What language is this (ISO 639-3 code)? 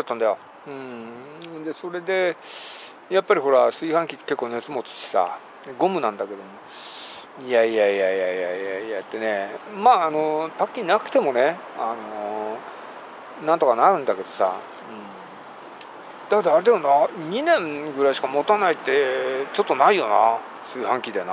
jpn